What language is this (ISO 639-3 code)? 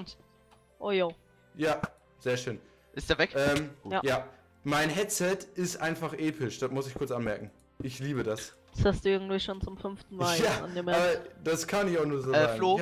deu